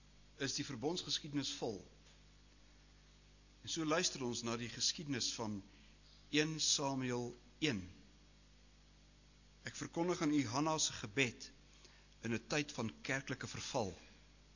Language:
Afrikaans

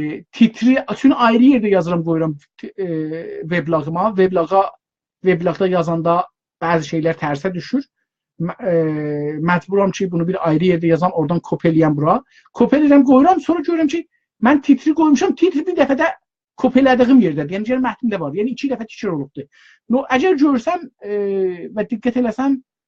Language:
South Azerbaijani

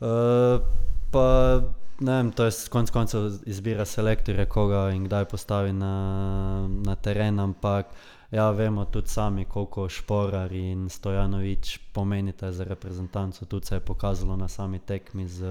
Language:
Slovenian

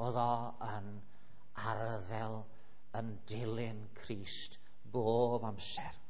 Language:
Welsh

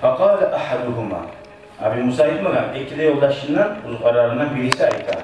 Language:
Kumyk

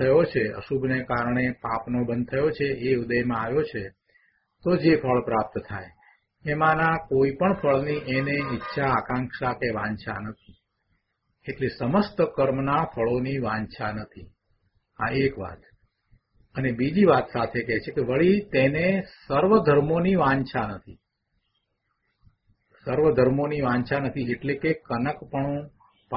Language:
Gujarati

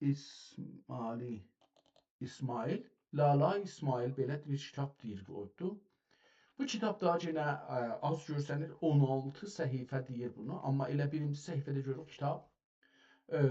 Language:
South Azerbaijani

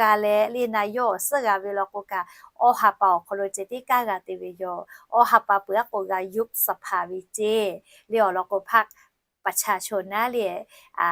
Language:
Lahu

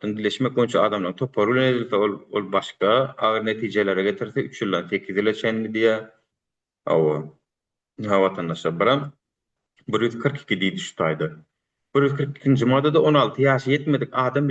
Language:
Turkmen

